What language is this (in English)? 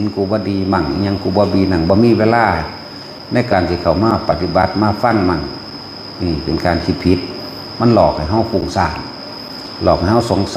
Northeastern Thai